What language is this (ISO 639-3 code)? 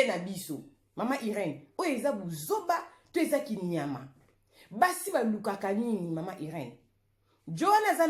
lin